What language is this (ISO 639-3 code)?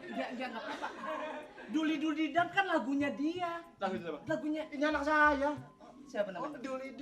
bew